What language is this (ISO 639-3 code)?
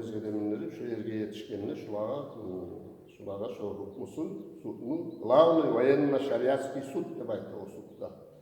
kum